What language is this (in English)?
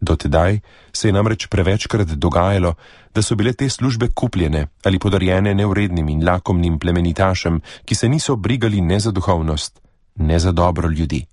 Slovenian